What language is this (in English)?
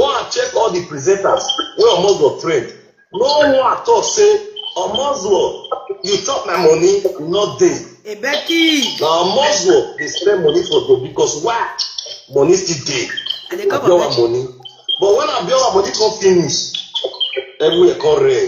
Nigerian Pidgin